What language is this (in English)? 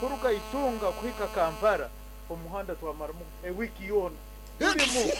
Nyankole